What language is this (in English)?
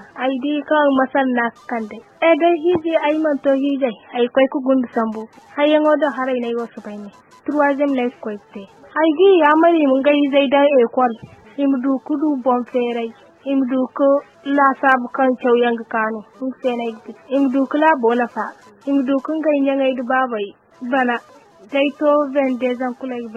Zarma